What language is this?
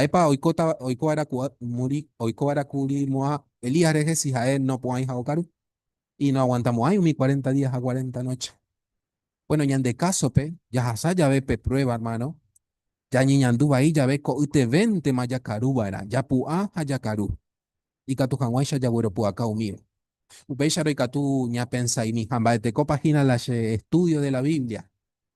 Guarani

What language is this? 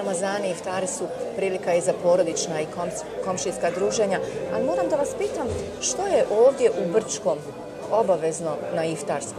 Bosnian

